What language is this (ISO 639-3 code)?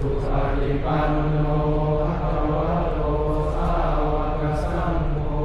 pli